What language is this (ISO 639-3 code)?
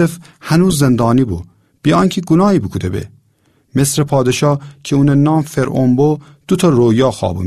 glk